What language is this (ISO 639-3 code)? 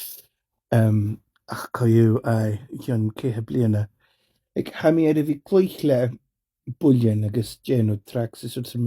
gla